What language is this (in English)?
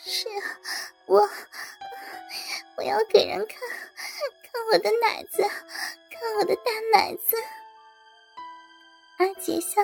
Chinese